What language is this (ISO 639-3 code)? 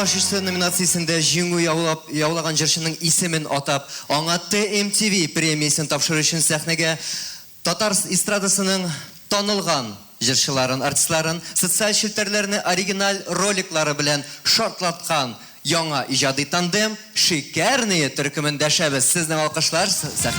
tat